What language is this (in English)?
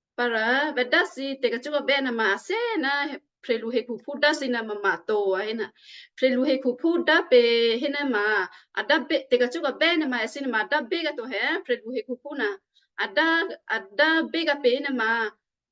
Western Kayah